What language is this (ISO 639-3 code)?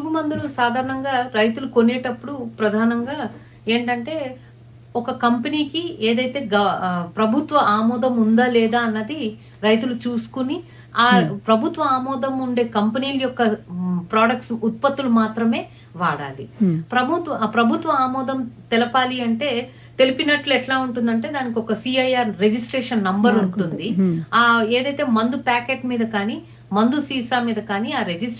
tel